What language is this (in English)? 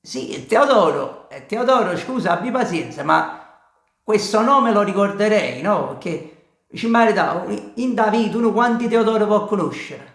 Neapolitan